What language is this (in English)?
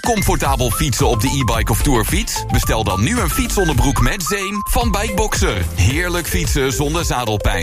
Dutch